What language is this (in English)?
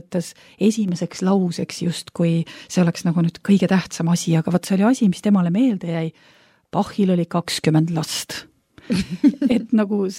Estonian